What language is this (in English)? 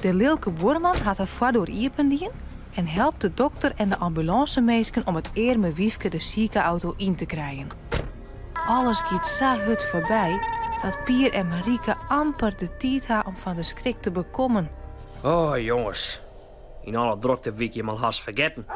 Western Frisian